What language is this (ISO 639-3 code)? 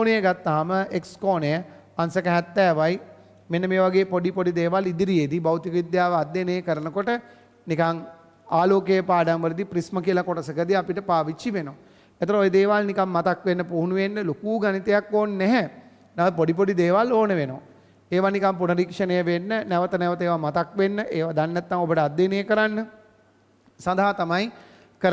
sin